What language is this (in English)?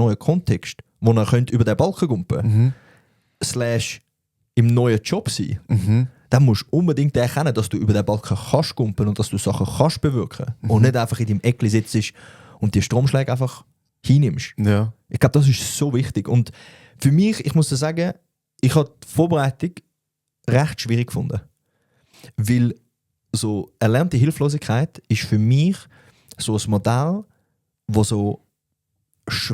Swiss German